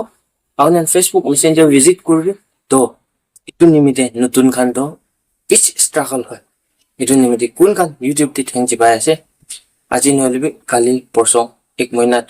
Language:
Naga Pidgin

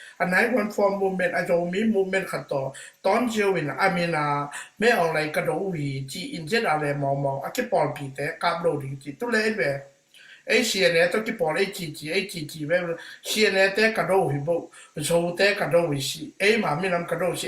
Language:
Tedim Chin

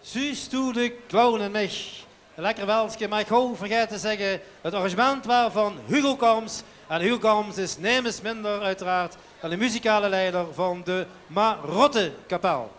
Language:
Limburgish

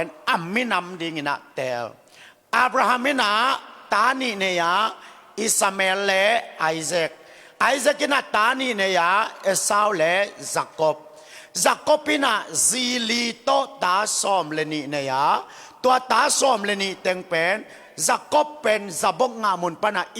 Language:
Tedim Chin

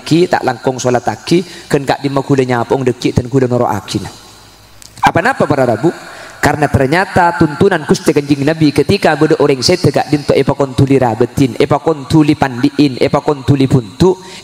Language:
Madurese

